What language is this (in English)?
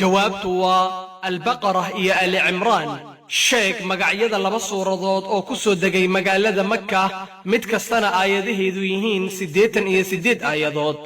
Somali